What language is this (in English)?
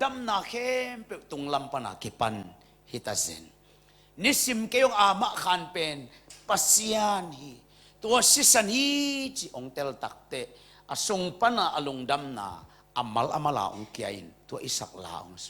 Tedim Chin